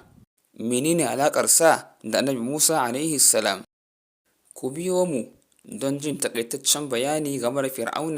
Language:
Hausa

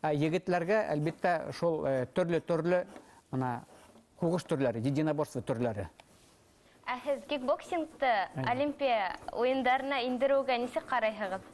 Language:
Bashkir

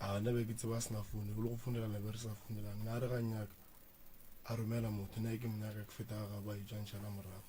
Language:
Northern Sotho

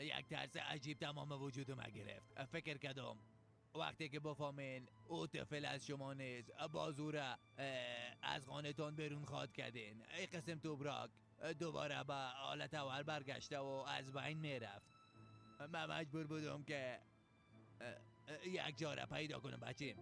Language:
Persian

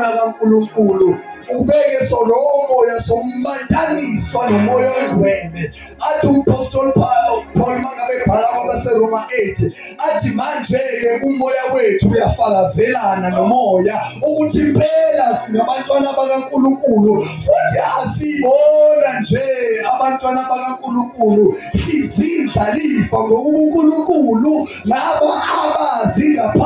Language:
Zulu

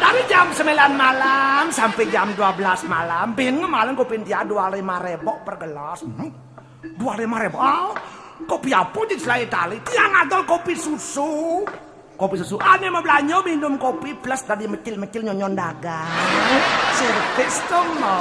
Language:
Balinese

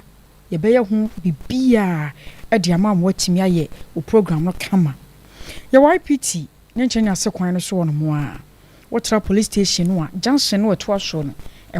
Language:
Akan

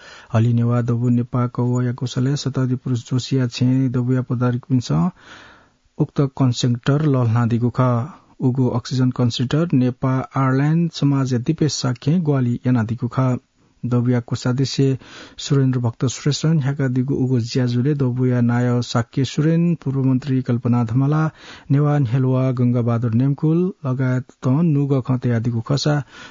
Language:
Newari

